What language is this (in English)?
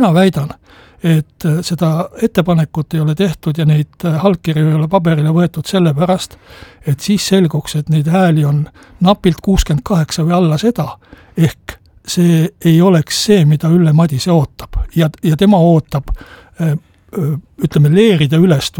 Estonian